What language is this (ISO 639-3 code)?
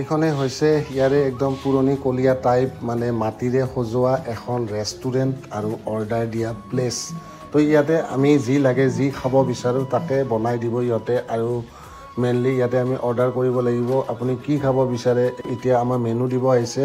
asm